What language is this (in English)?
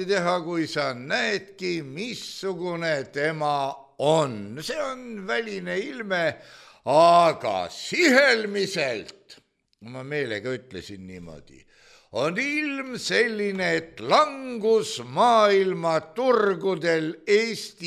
Estonian